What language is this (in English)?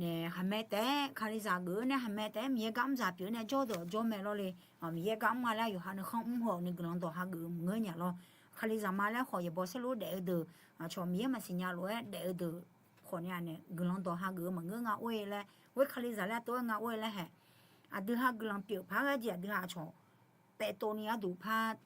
Akha